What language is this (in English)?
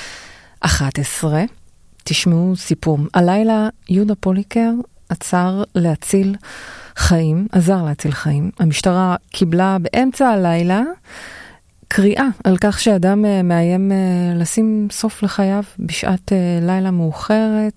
Hebrew